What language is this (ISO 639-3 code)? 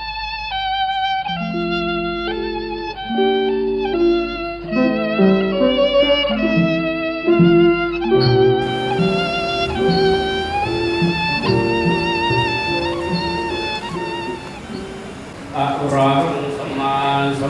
pli